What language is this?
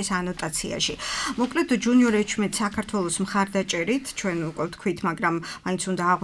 Georgian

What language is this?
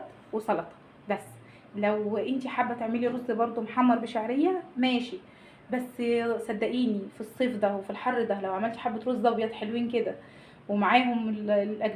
Egyptian Arabic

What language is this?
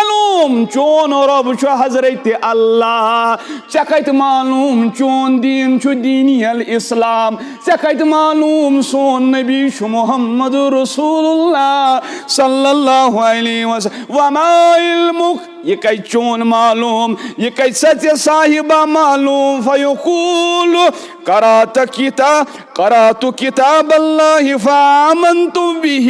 Kashmiri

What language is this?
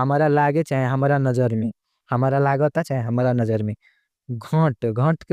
Bhojpuri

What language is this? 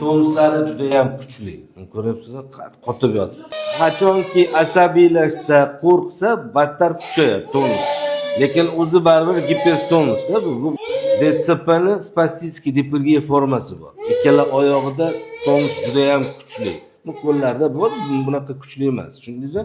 Uzbek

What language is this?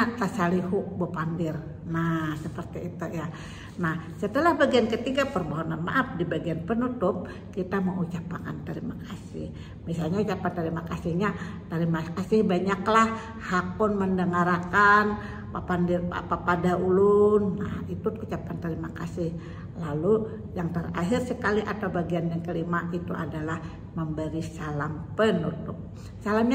Banjar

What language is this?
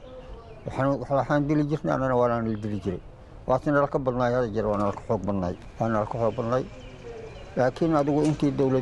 Somali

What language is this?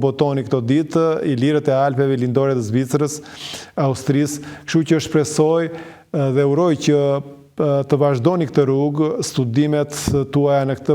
Albanian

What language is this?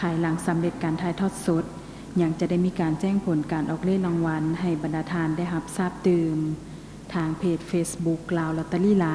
Lao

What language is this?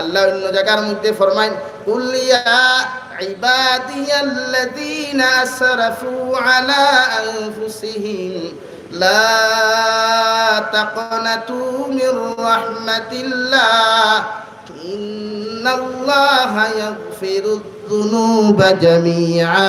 Sylheti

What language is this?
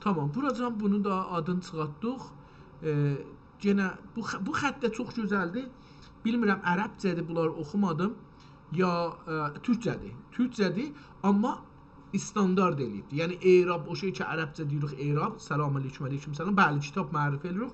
South Azerbaijani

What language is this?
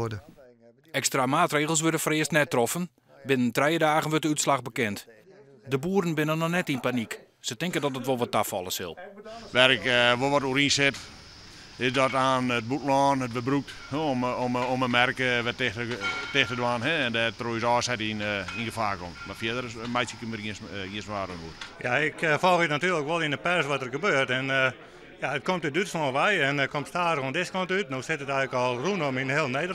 Western Frisian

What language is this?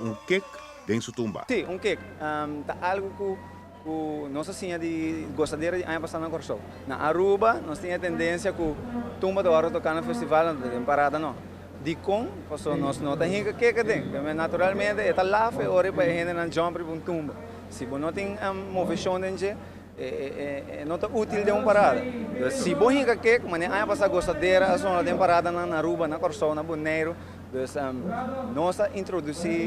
Papiamento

